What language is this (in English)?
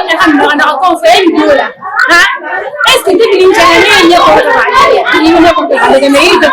Bambara